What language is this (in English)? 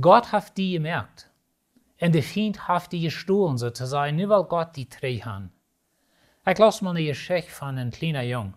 Plautdietsch